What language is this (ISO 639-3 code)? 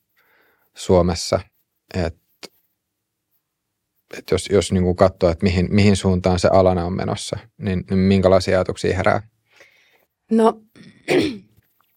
fin